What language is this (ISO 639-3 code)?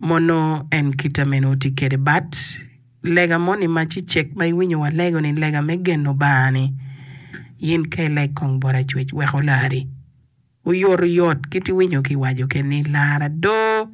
ach